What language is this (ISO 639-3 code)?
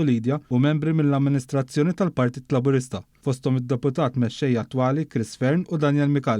mlt